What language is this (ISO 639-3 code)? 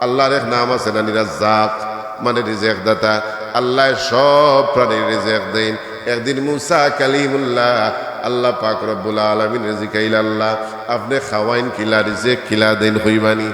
syl